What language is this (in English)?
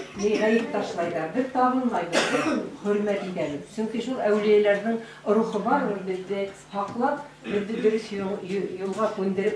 Bashkir